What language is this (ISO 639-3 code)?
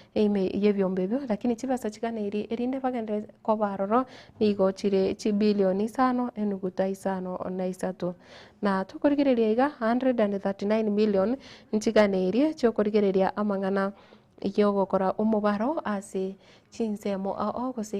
guz